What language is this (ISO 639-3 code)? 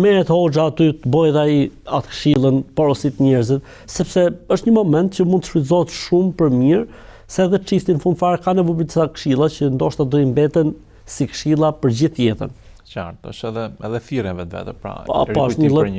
sqi